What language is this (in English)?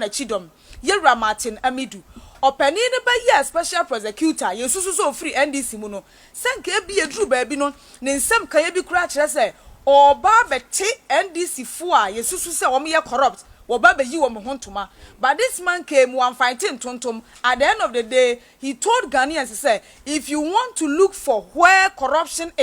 Akan